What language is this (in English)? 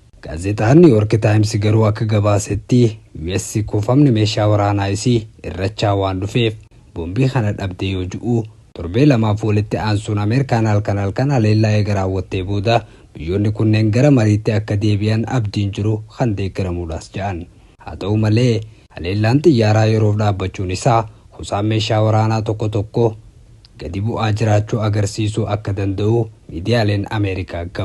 Oromo